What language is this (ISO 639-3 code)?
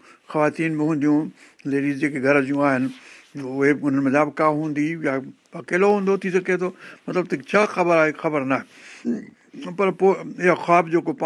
snd